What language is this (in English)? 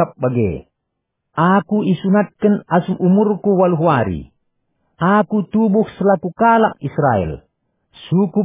Batak Karo